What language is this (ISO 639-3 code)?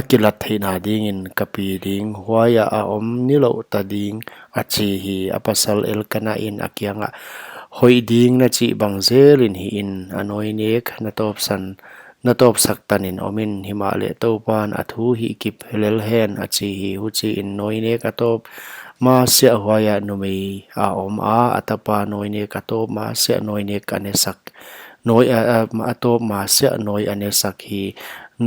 pck